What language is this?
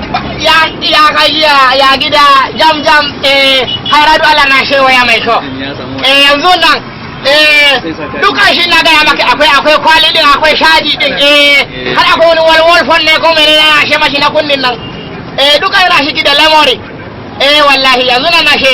Hausa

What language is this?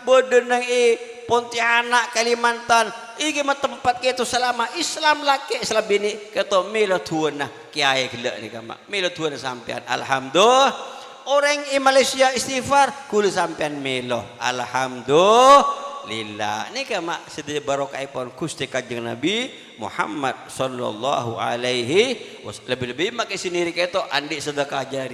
Madurese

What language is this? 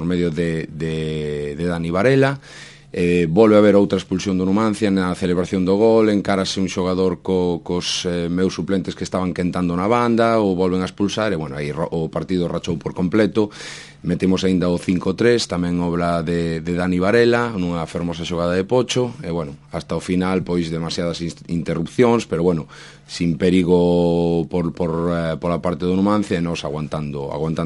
Galician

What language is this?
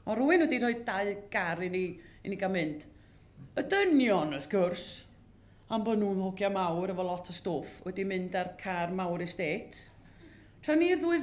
Welsh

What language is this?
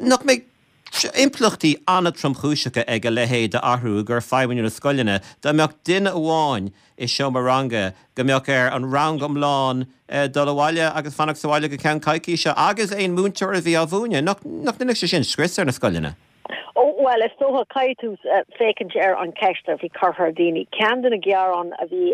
Irish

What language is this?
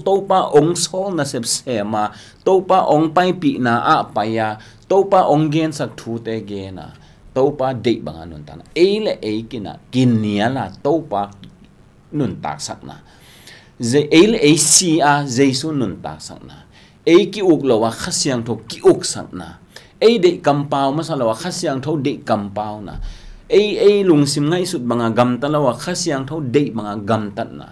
Tedim Chin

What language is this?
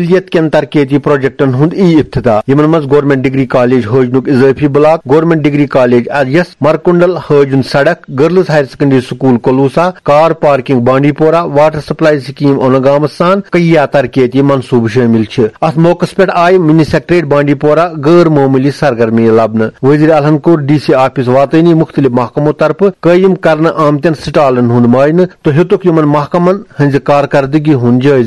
Kashmiri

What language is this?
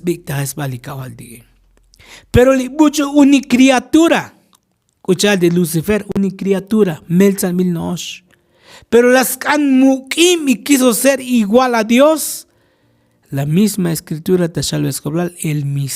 Tzotzil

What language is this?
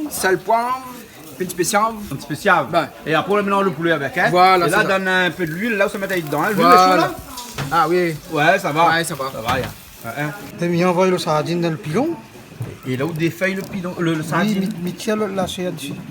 Réunion Creole French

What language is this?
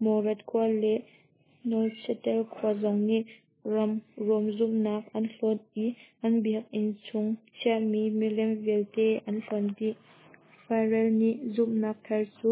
Hakha Chin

